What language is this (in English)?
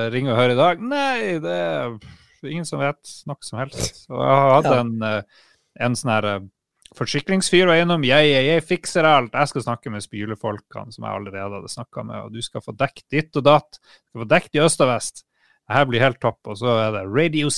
Norwegian